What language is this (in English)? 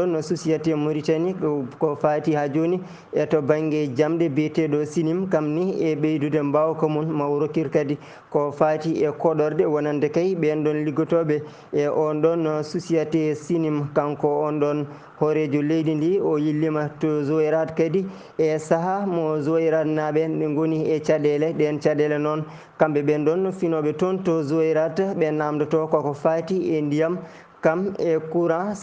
Fula